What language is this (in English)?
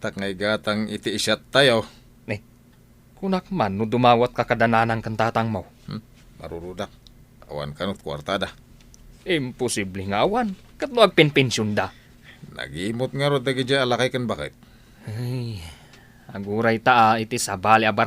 Iloko